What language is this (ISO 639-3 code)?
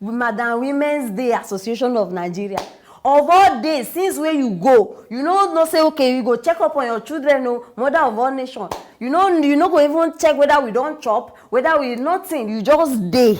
pcm